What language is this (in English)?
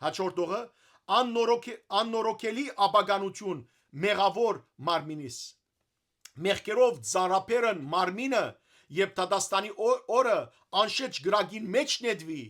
Western Armenian